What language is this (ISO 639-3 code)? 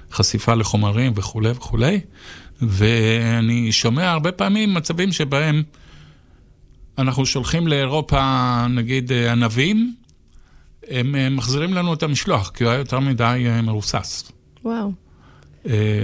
heb